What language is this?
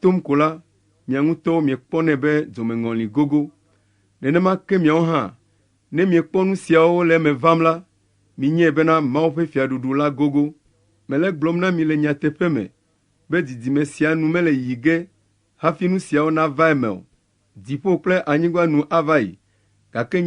Ewe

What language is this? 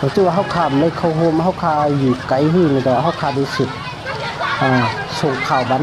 Shan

